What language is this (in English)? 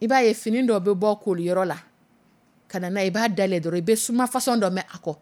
Dyula